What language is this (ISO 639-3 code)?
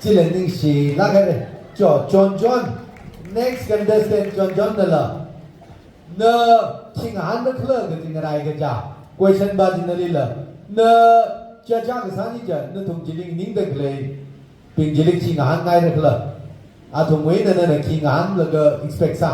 nmf